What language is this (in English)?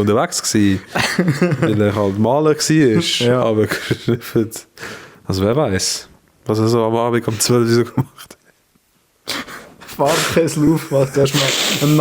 Swiss German